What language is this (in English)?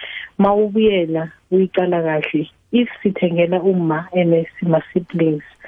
South Ndebele